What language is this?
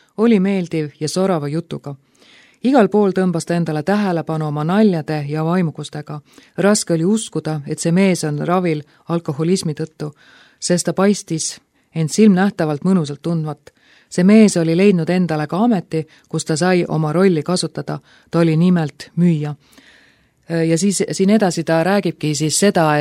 Estonian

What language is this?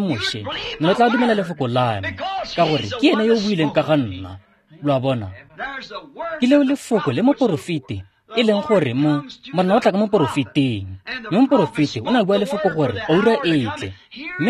Tswana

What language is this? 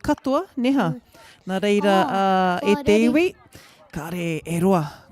Māori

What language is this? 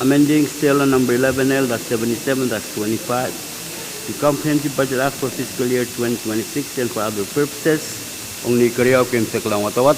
Pohnpeian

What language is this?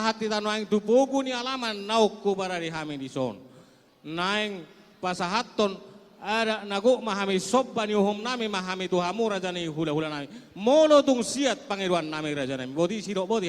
Batak Toba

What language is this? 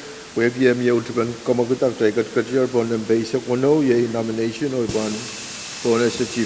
Pohnpeian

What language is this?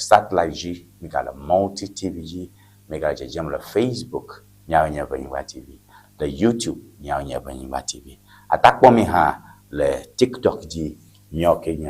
Ewe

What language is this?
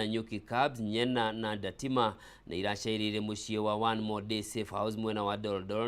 Kikuyu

